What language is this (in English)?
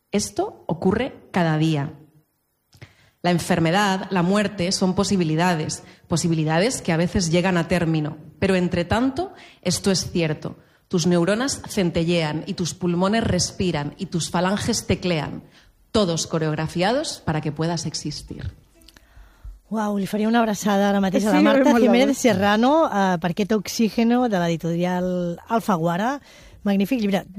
Catalan